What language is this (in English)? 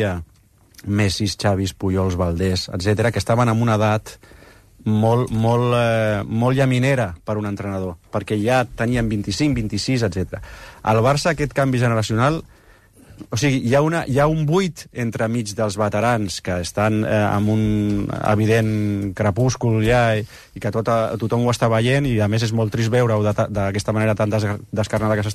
Catalan